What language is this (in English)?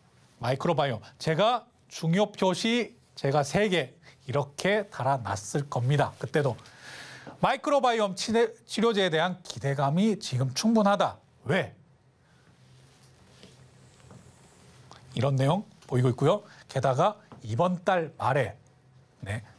Korean